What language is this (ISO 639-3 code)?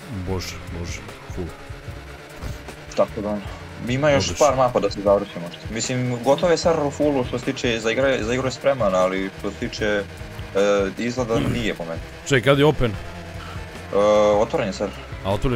hrv